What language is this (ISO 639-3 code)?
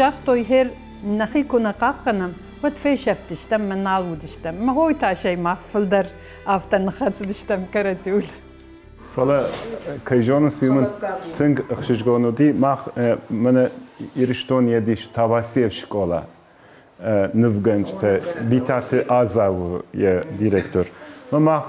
oss